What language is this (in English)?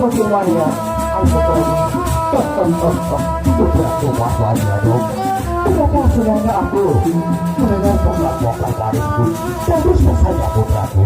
Sasak